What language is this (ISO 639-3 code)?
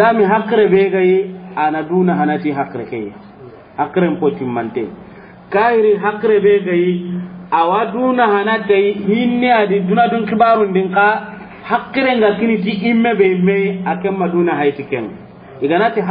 snk